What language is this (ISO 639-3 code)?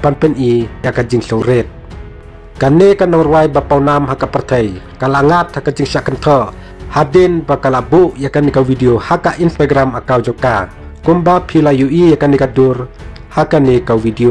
kha